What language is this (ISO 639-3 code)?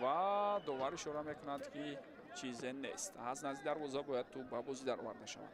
tgk